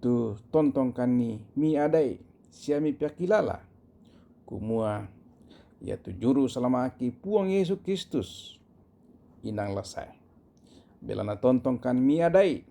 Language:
Toraja-Sa'dan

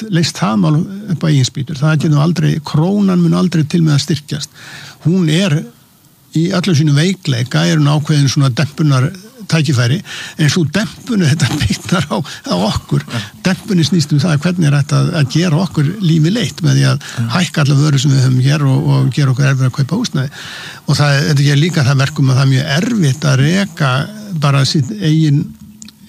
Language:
Icelandic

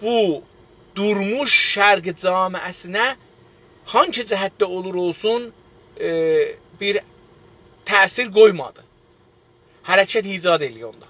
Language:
South Azerbaijani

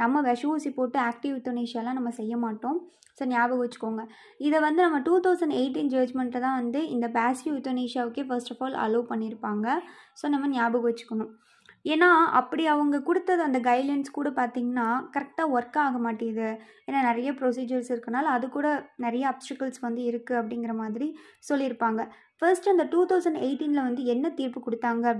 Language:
Tamil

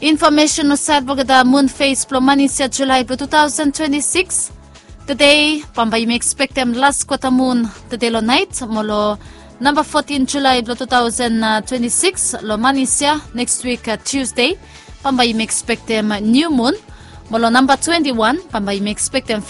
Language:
Bislama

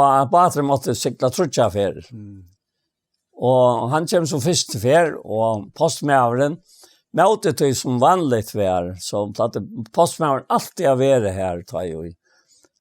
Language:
Faroese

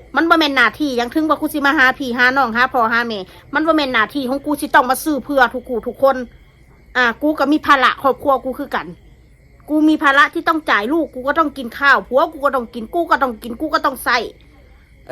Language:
Northeastern Thai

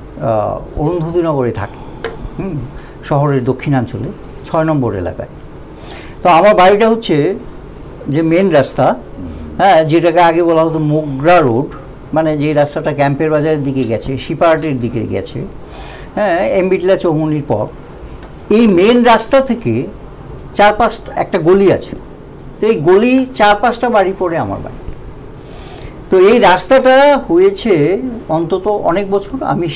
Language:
Bangla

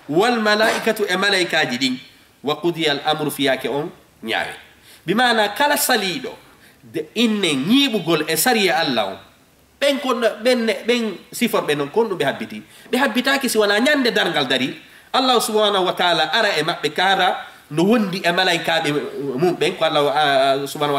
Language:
Fula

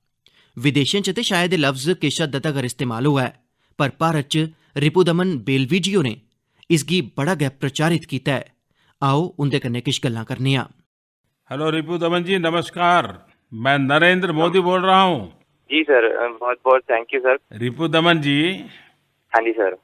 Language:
Dogri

